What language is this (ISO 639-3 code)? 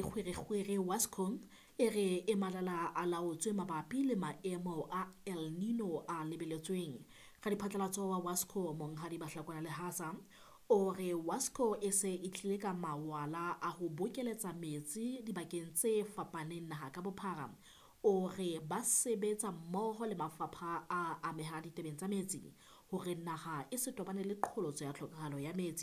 sot